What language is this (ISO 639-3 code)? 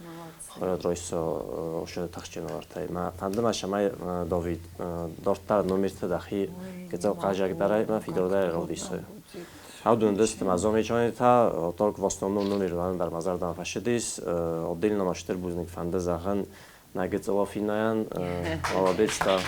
oss